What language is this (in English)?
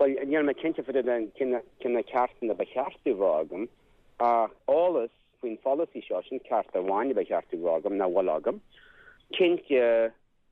Irish